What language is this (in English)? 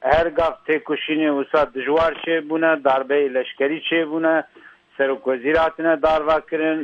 Kurdish